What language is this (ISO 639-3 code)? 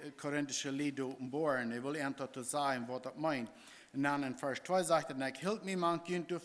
pdt